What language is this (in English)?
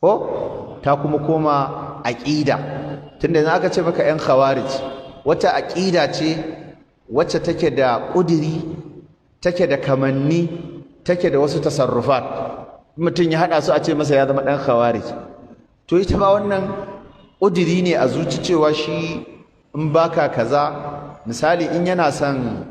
Hausa